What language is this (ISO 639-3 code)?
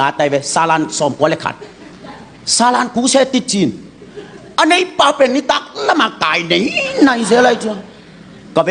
ctd